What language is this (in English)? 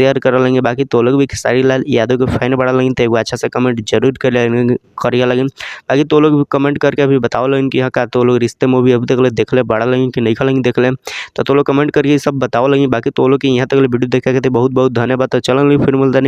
Bhojpuri